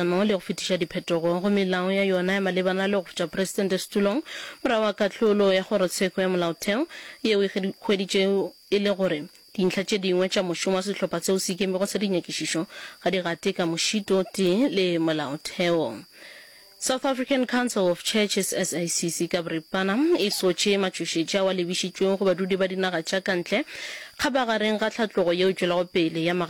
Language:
Northern Sotho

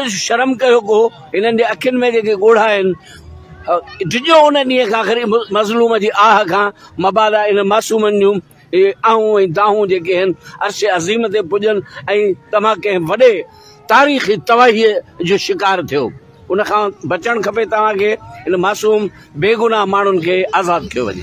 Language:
Sindhi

